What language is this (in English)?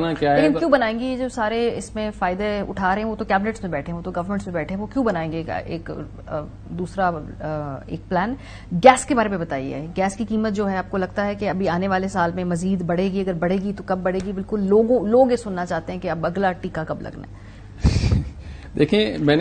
Urdu